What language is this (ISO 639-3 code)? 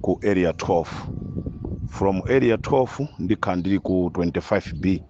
nya